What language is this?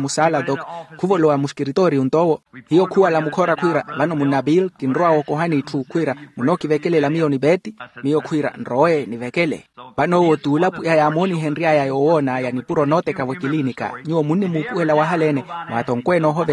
Makhuwa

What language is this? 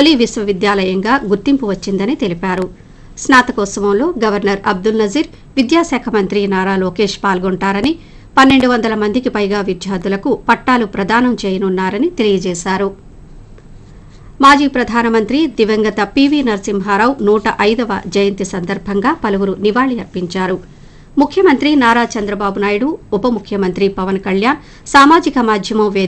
Telugu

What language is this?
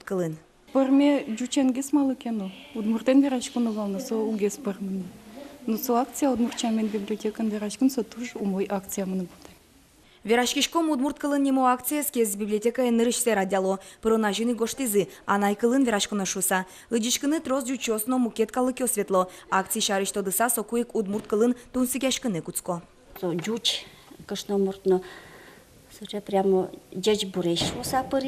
Udmurt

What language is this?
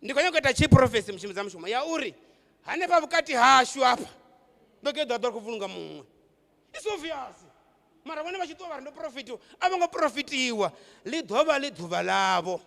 Venda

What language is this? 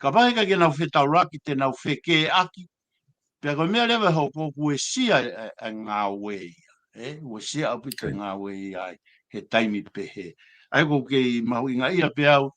Tongan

